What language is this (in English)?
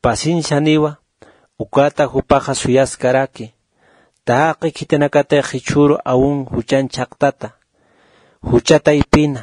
Aymara